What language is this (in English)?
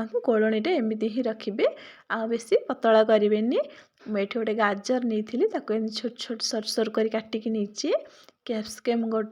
Odia